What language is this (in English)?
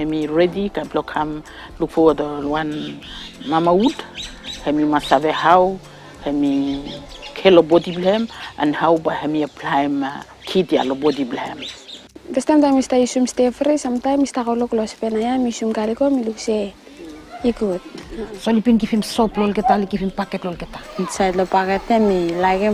Bislama